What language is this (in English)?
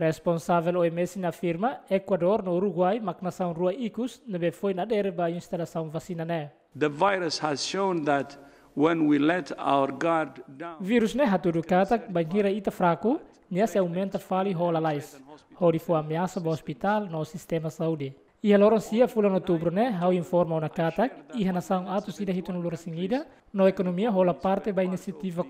Tetum